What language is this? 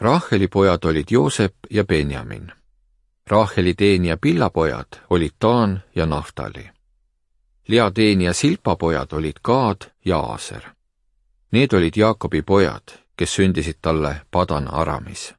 Estonian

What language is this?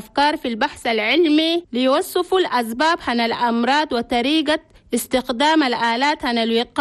Chadian Arabic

